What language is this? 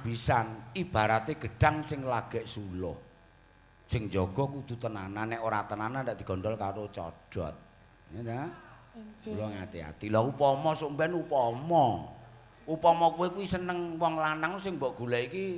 Javanese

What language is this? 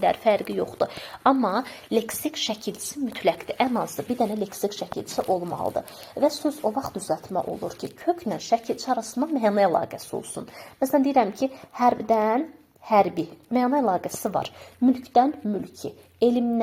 Azerbaijani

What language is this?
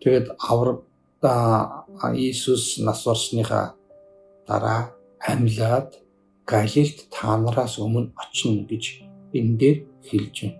Mongolian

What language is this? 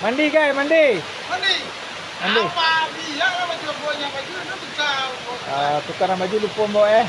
Minangkabau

